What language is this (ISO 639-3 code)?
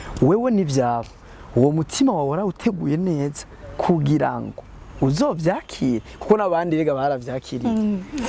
run